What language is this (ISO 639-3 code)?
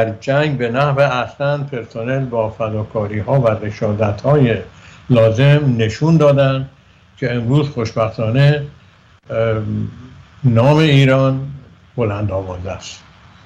fas